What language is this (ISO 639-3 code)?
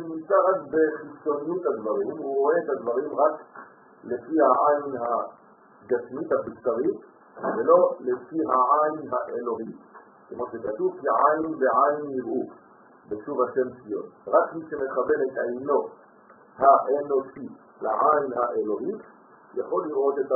heb